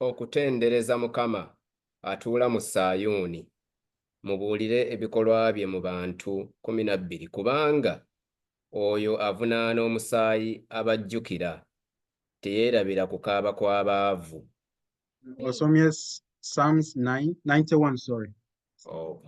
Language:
Ganda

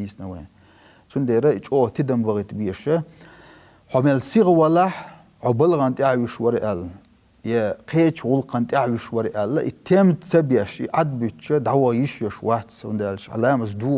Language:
Chechen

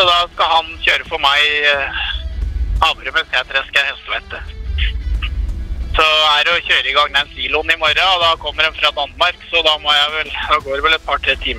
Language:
Norwegian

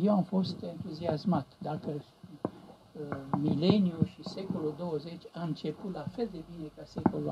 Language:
Romanian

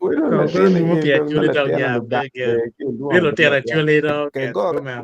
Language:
Acoli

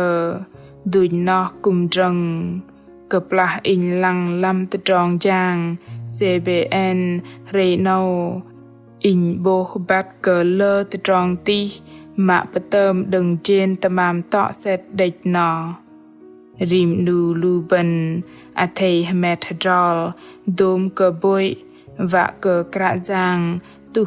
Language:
Bahnar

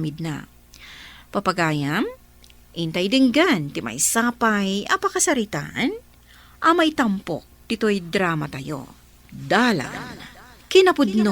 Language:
Iloko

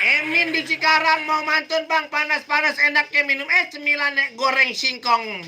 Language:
Betawi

